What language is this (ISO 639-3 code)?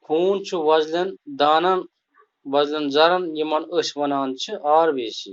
kas